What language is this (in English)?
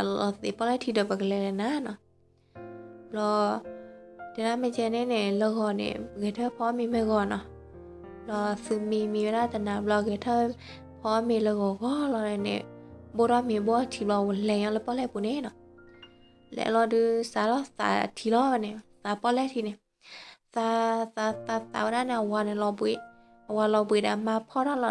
S'gaw Karen